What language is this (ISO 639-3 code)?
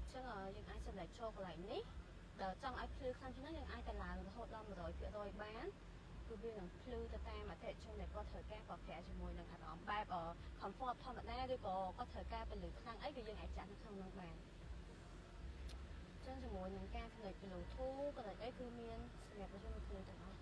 khm